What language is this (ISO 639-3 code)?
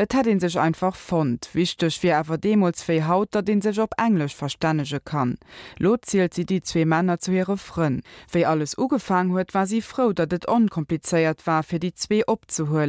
ltz